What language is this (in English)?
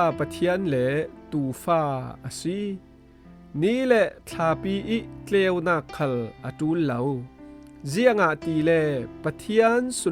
Falam Chin